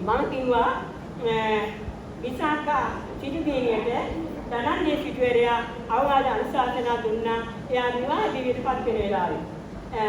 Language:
Sinhala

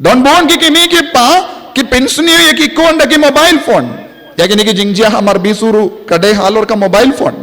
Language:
Khasi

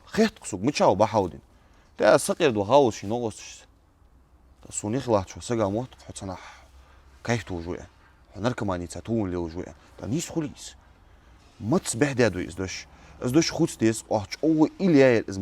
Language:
Ingush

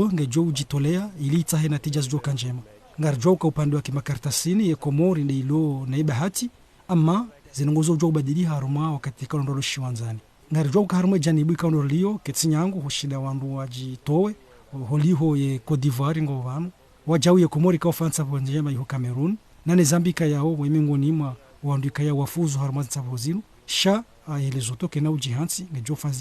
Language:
Ngazidja Comorian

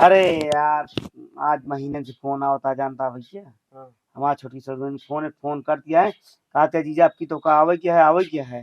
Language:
Awadhi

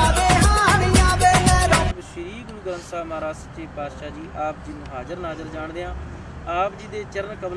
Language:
Punjabi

